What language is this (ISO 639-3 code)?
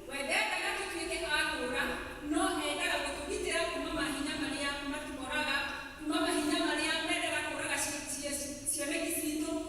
kik